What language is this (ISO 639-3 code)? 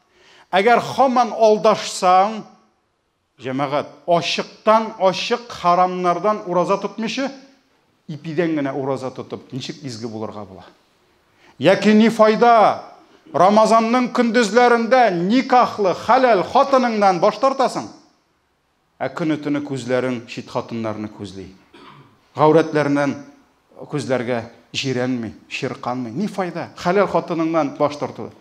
tat